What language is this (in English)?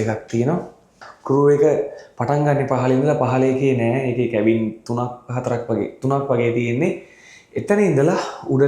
Sinhala